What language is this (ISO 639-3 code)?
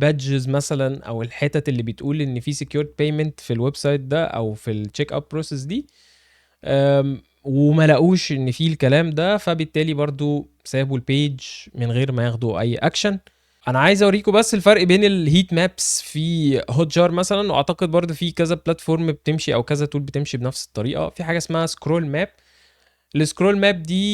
arz